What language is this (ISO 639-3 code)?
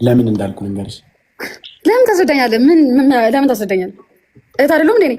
amh